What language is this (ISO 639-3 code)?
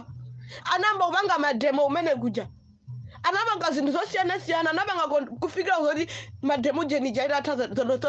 nya